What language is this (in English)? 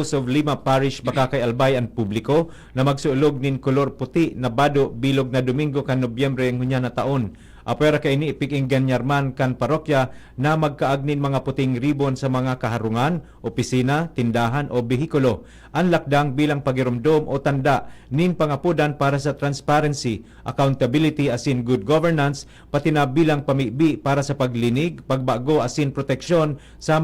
Bikol